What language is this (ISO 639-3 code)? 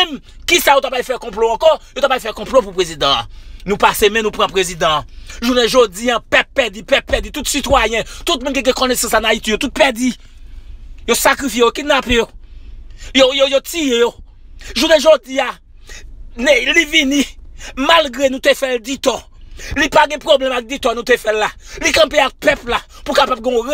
hat